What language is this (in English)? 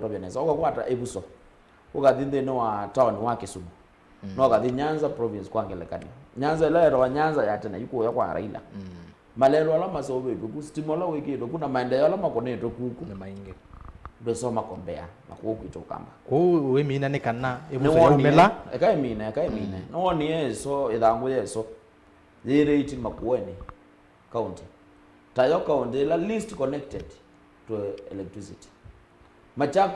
Kamba